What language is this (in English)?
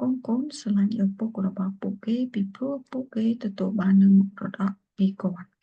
Khmer